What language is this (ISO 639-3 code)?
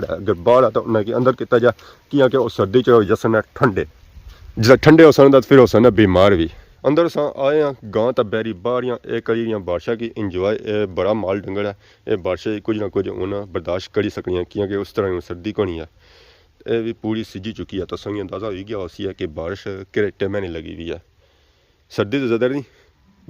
phr